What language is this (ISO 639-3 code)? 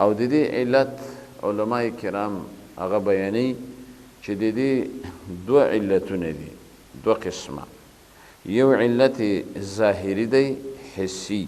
pus